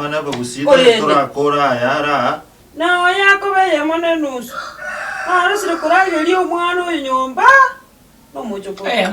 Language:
Gusii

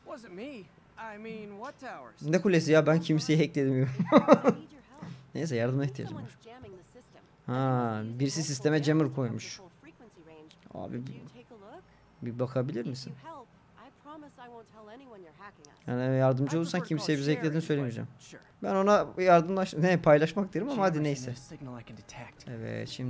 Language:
Turkish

